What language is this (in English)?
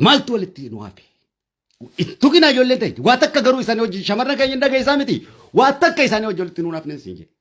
Oromo